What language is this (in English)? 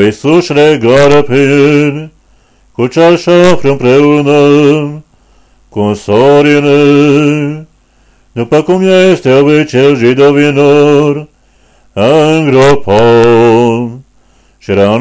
Romanian